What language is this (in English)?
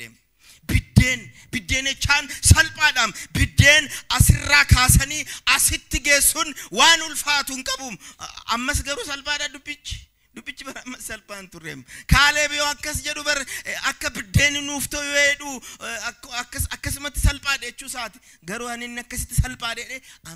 Oromo